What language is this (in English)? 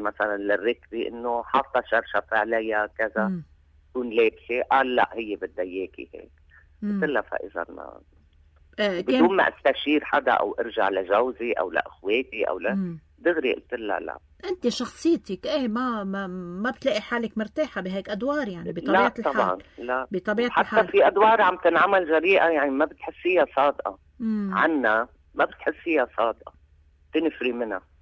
North Levantine Arabic